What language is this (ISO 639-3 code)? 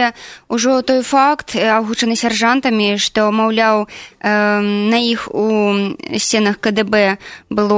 bel